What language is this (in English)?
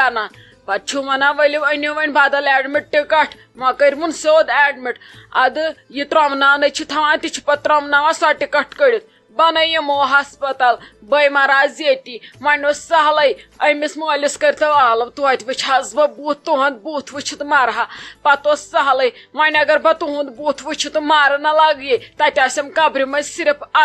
Kashmiri